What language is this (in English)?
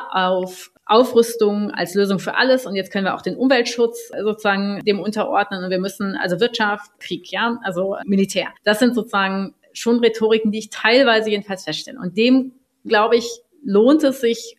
German